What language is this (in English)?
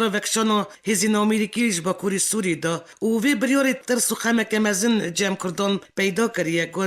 Kurdish